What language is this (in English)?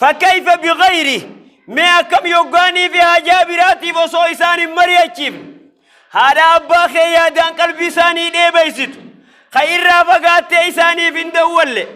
Oromo